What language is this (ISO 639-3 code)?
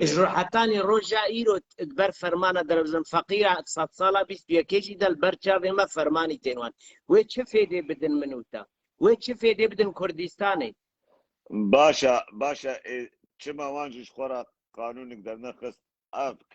kur